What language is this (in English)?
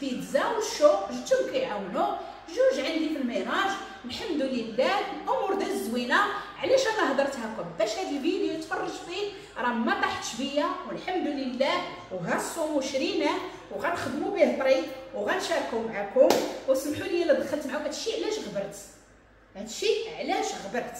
Moroccan Arabic